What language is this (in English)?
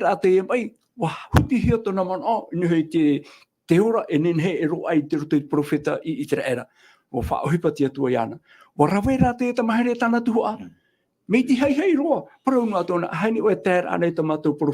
Tahitian